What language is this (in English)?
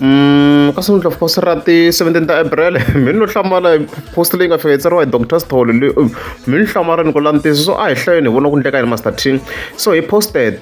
Tsonga